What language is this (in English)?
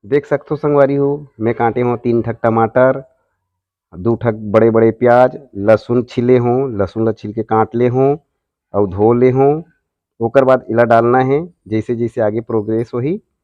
Chhattisgarhi